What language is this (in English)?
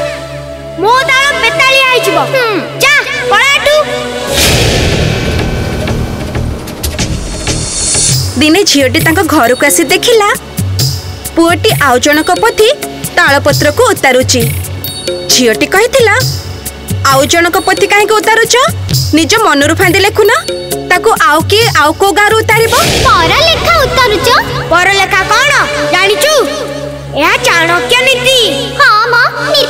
Odia